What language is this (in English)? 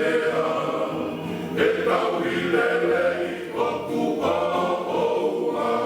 Tongan